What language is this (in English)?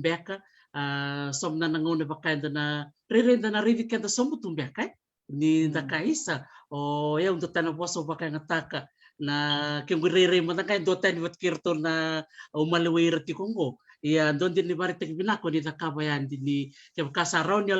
Fijian